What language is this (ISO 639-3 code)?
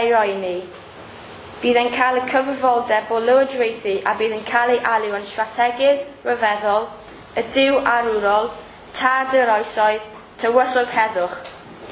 cym